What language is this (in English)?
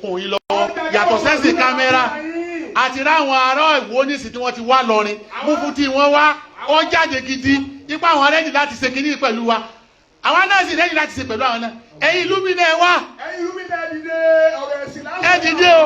Yoruba